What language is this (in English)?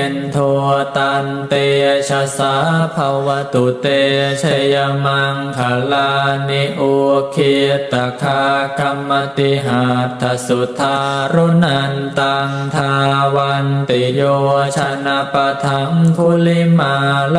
Pali